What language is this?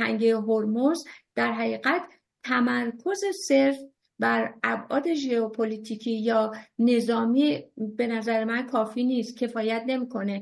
Persian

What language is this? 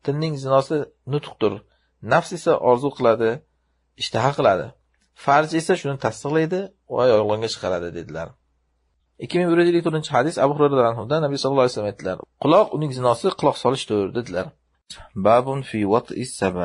Uzbek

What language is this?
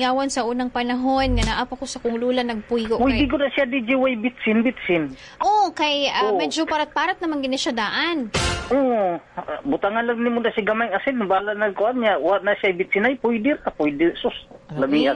Cebuano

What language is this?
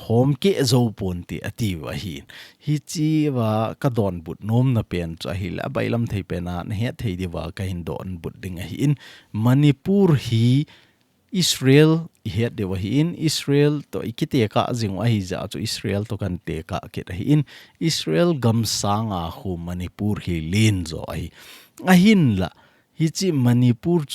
Thado Chin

